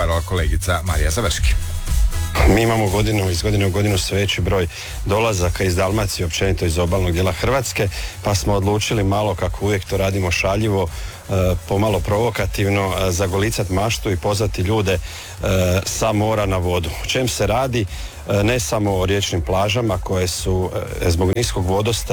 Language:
Croatian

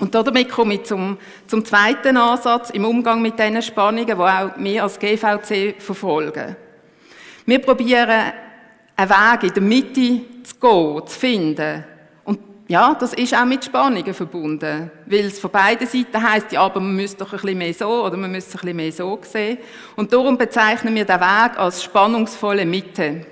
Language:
Swiss German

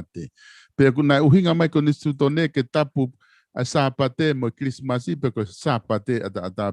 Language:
Tongan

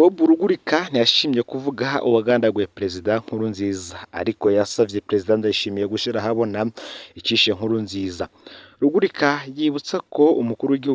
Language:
Rundi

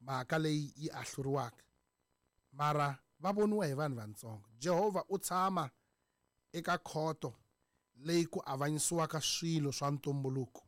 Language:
Tsonga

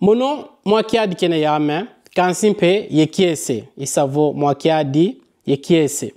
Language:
Kongo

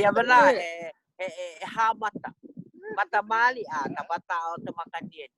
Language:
Hawaiian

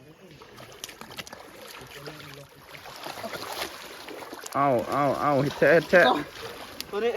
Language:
Lao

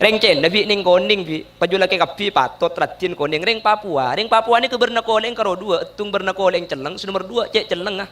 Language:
Madurese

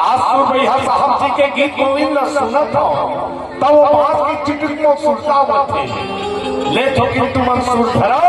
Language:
Chhattisgarhi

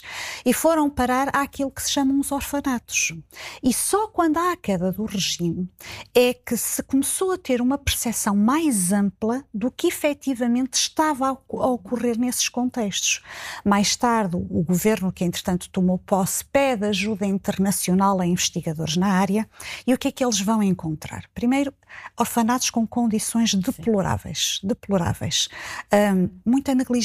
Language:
Portuguese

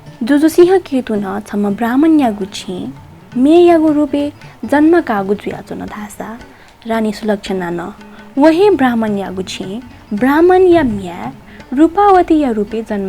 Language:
Newari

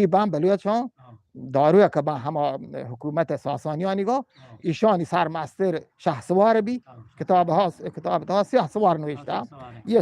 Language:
Eastern Balochi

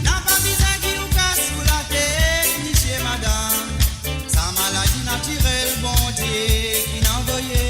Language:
Morisyen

